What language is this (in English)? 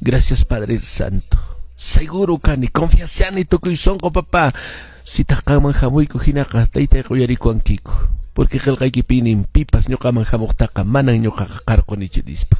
Quechua